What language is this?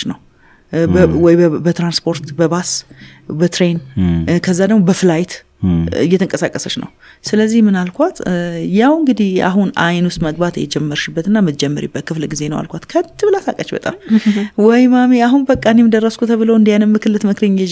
Amharic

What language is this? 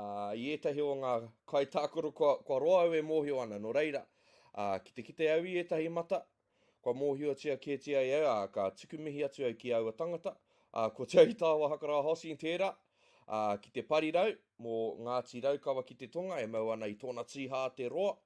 Māori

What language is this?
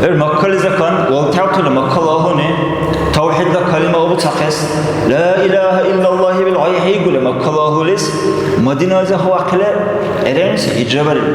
Dargwa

